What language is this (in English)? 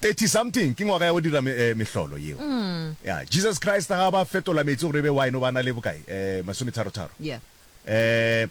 Northern Sotho